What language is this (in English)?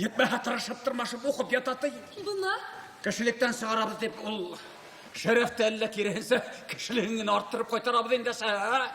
Bashkir